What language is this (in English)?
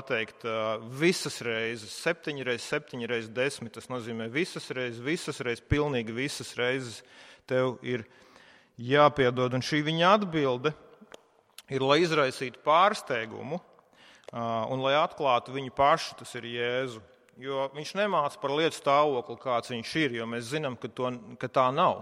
Latvian